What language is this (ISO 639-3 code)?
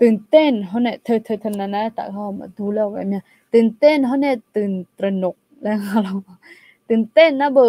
ahk